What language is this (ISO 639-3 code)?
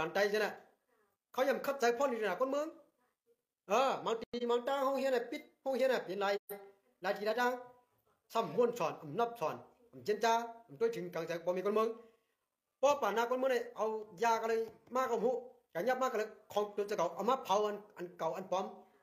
shn